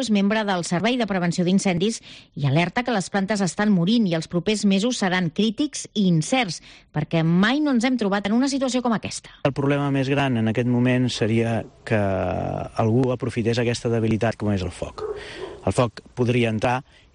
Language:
Catalan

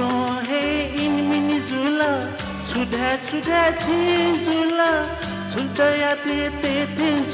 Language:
Newari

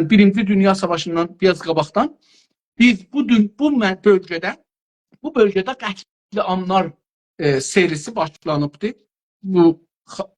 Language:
South Azerbaijani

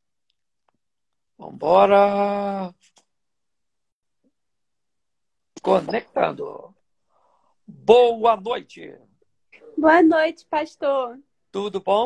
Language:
Portuguese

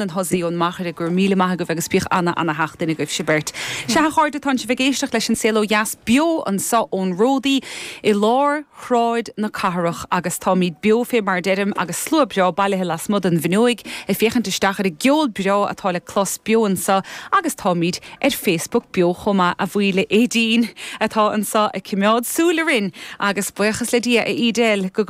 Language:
Irish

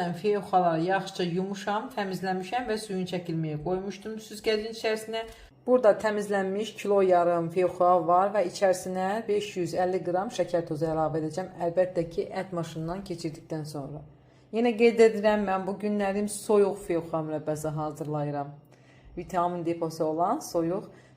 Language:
Azerbaijani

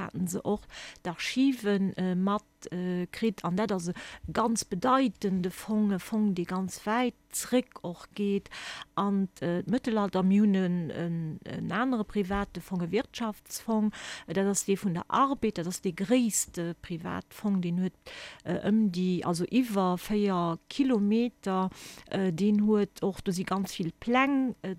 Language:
Luxembourgish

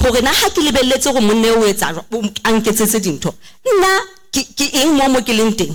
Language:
Southern Sotho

